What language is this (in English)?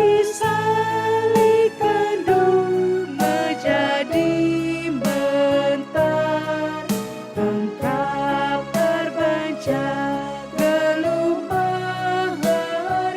Batak Karo